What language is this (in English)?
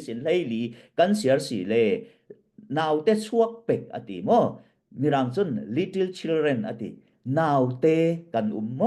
Falam Chin